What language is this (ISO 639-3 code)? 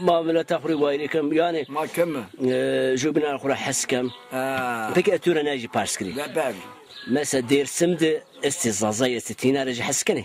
zza